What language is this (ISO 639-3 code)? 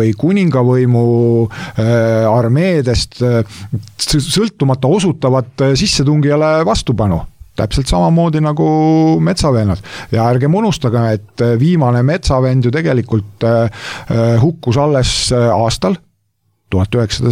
est